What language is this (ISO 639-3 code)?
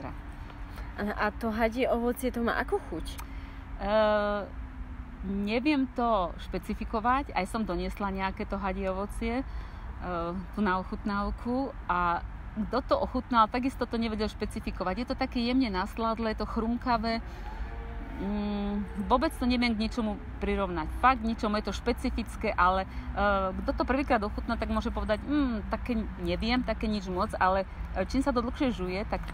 slk